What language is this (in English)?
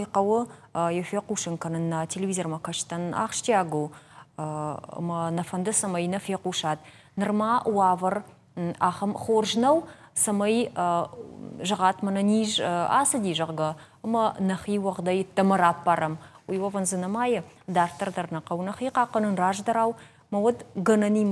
Ossetic